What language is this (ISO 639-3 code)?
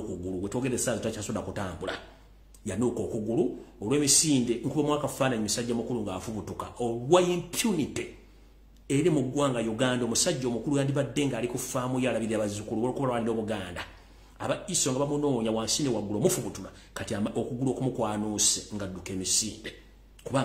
lug